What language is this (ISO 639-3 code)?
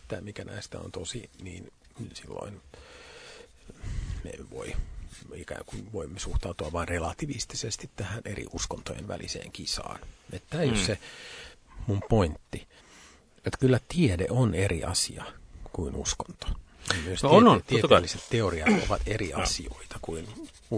fin